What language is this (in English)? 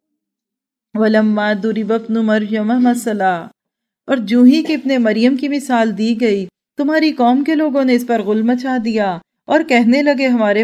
Urdu